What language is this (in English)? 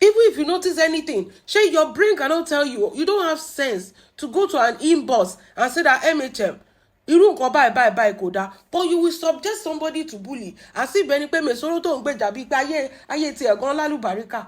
Yoruba